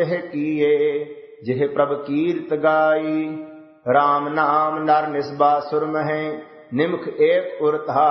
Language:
Punjabi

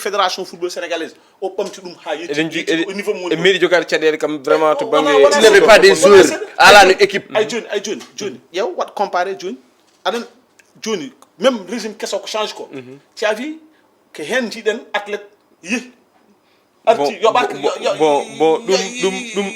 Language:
Fula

